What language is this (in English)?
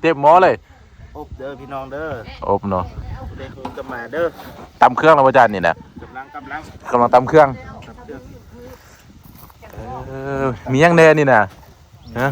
Lao